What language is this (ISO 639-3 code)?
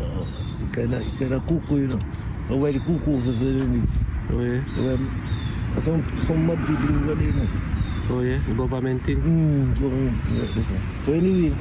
jam